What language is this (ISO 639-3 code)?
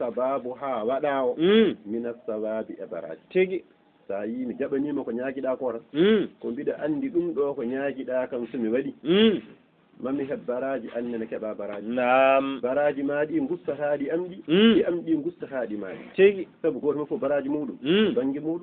ful